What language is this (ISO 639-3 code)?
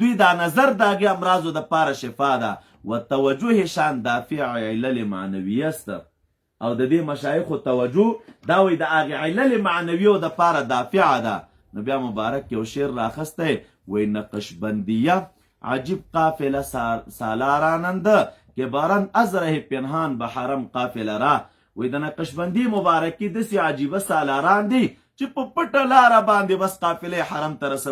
pus